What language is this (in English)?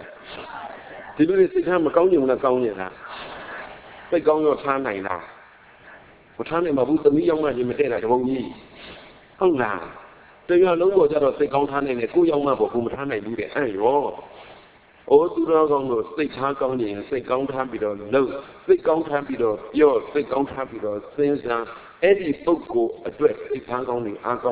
Burmese